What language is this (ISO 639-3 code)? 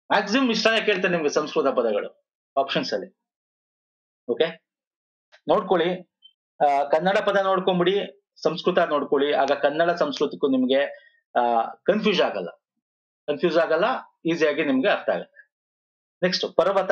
kan